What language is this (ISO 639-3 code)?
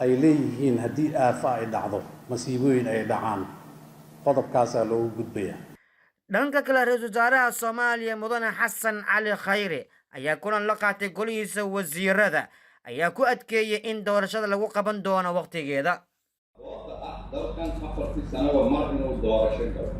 som